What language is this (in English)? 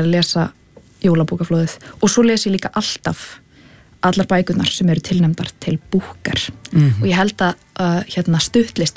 Icelandic